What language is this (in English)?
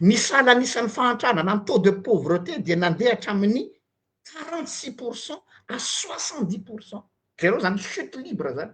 Malagasy